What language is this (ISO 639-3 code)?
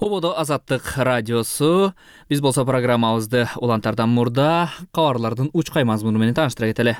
kir